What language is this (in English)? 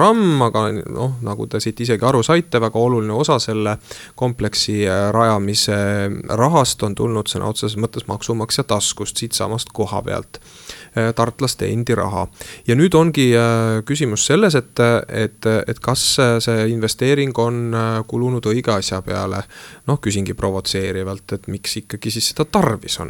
Estonian